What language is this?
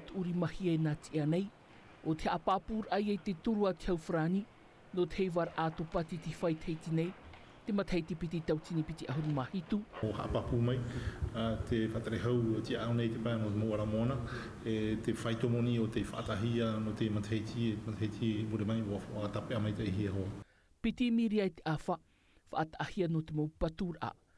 Tahitian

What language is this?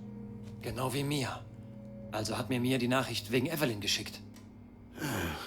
Bavarian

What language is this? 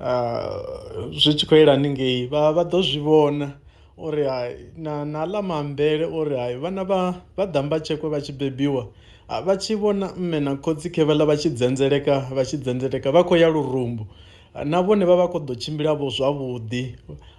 Venda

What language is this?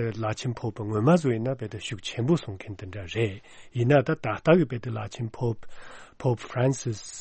Tibetan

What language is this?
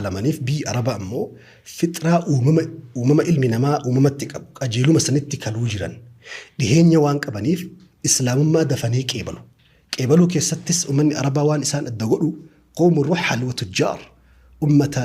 Oromo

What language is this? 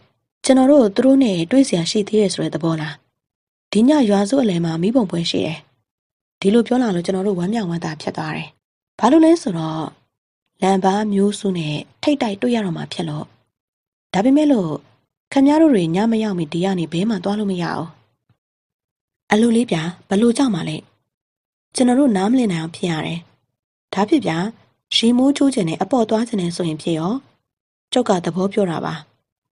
Burmese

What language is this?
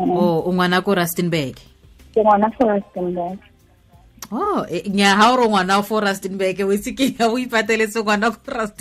Tswana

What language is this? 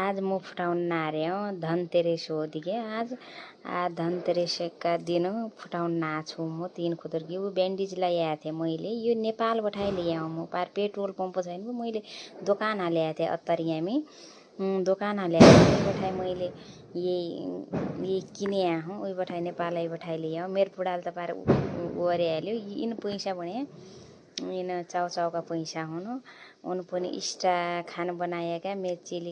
Nepali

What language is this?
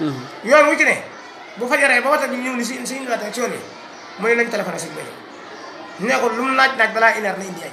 Wolof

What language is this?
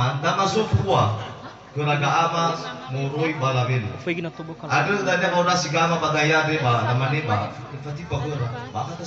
Nias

